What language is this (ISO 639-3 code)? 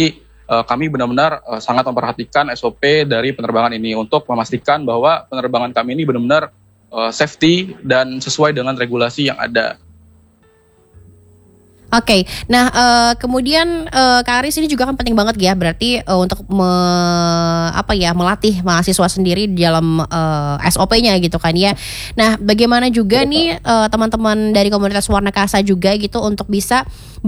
ind